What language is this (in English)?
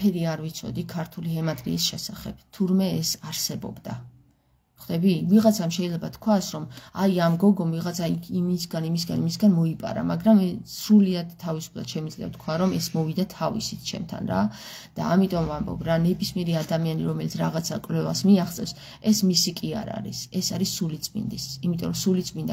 Georgian